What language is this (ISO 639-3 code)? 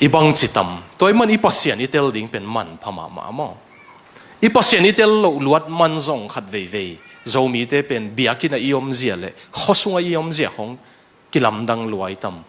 ctd